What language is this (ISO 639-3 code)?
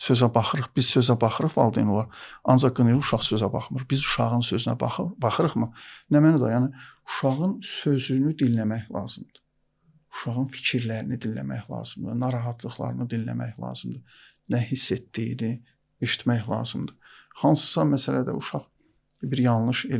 aze